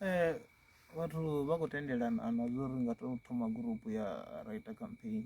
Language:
Venda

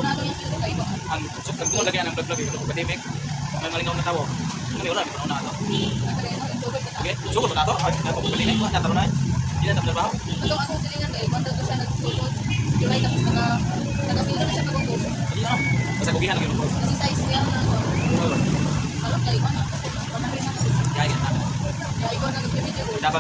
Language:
Cebuano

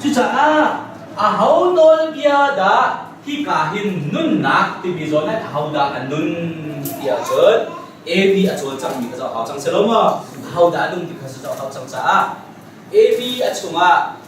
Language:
Hakha Chin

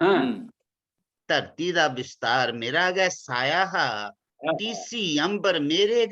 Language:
Dogri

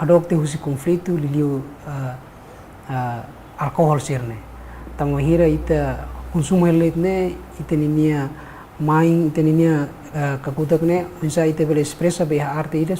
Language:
Tetum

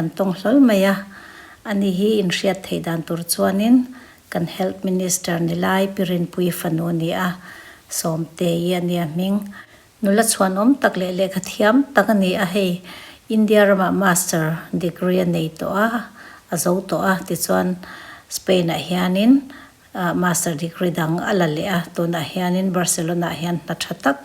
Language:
Mizo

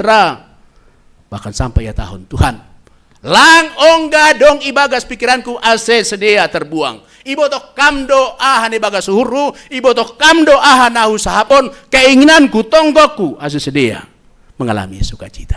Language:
Batak Simalungun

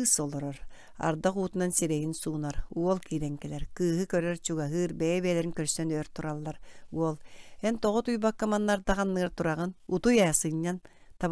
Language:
Yakut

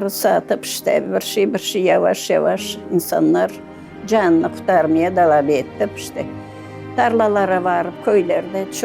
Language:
Crimean Tatar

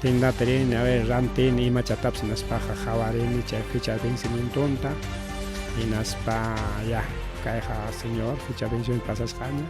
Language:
Ayacucho Quechua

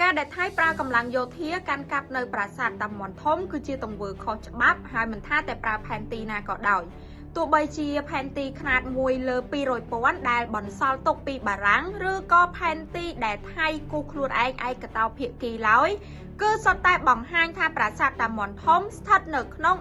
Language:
Khmer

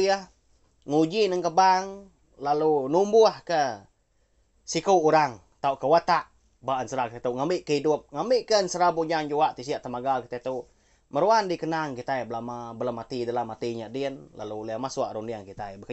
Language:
Iban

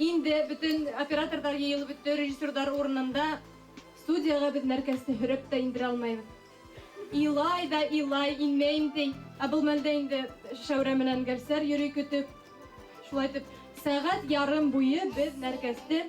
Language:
Bashkir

